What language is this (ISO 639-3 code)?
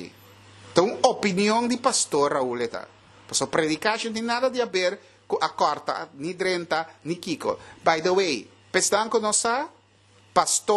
pap